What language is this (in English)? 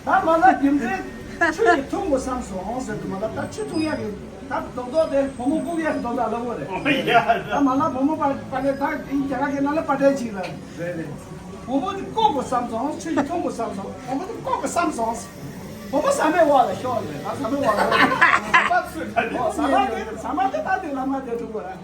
Tibetan